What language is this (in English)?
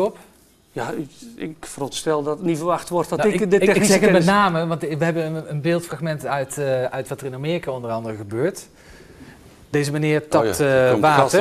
Dutch